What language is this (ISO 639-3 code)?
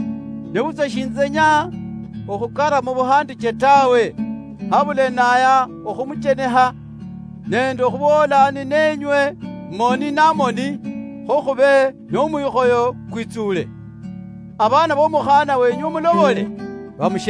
luy